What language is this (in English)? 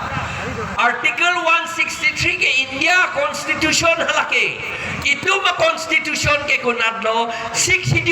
Karbi